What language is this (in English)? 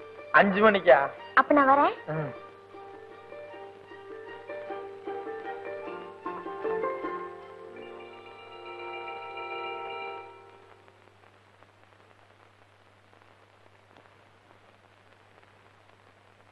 Tamil